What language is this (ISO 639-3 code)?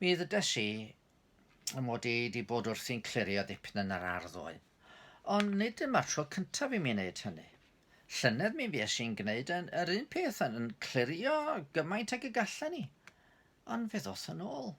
cym